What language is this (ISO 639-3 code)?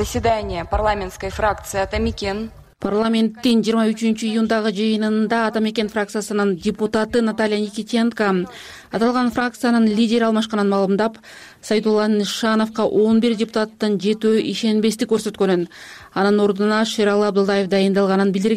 kir